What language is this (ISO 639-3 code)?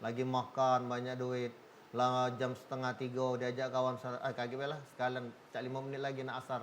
mui